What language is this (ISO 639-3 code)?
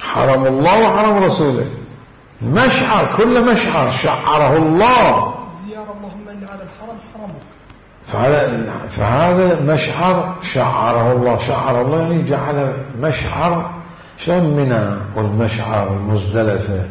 acm